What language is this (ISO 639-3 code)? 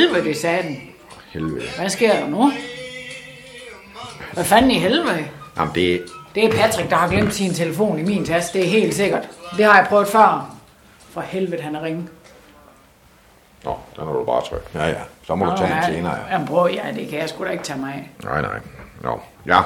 dan